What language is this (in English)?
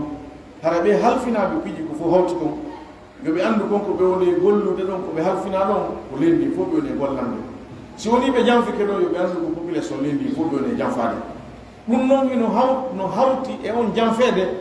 Pular